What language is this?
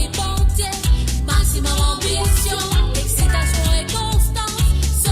Morisyen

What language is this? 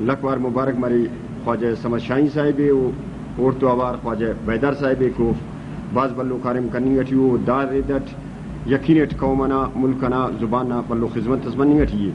Brahui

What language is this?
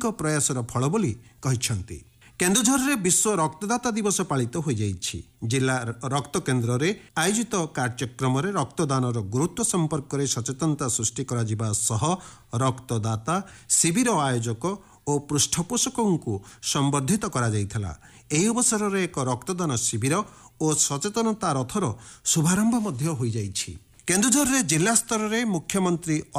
Odia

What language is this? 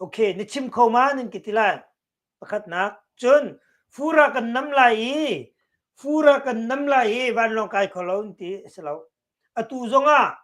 Hakha Chin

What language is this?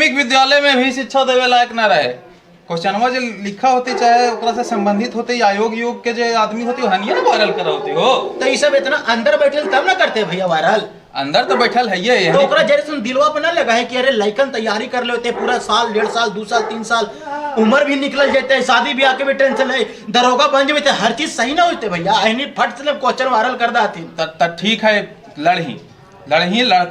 Magahi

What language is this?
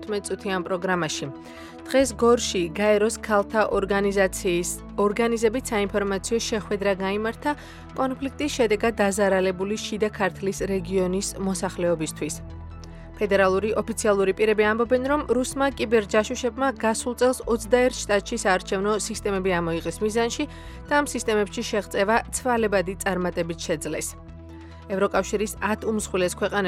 Georgian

